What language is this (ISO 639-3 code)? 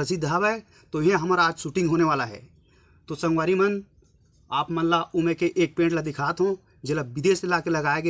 hne